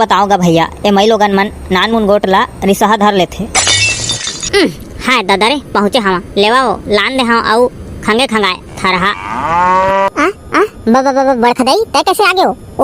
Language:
Chhattisgarhi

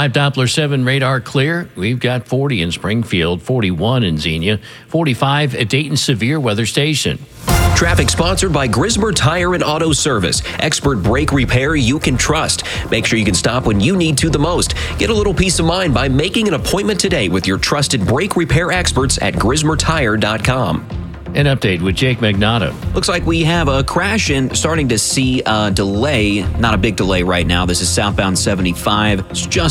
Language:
English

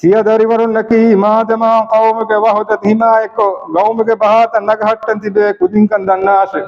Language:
Divehi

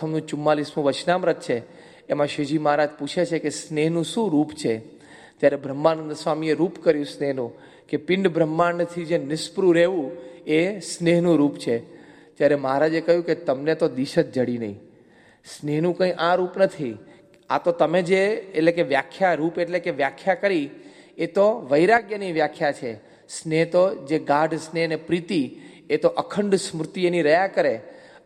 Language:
Gujarati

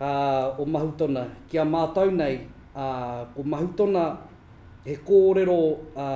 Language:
Māori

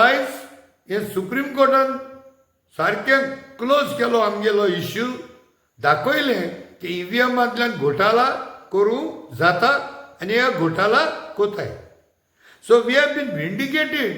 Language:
Konkani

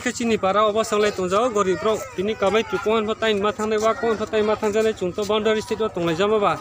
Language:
Riang (India)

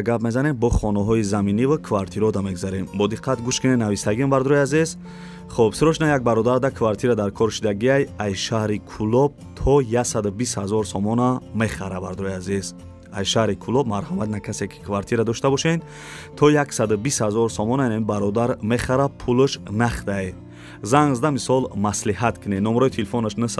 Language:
Tajik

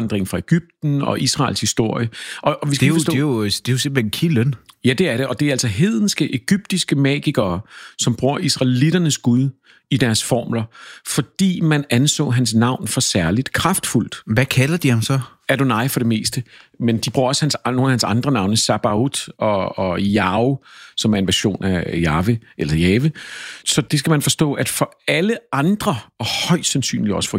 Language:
Danish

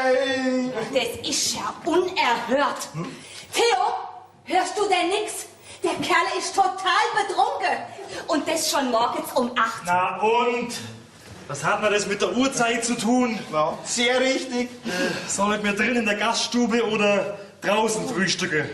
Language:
Bavarian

